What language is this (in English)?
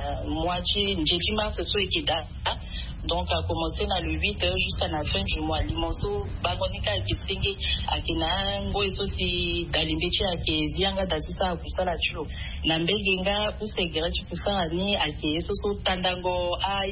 Sango